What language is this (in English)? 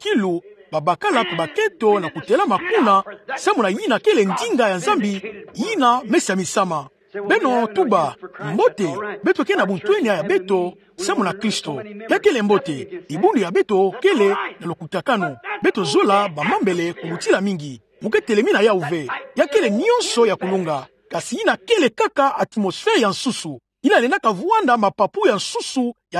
Kituba (Democratic Republic of Congo)